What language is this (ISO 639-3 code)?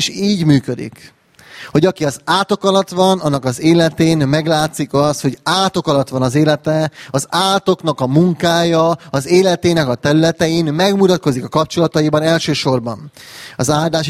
hun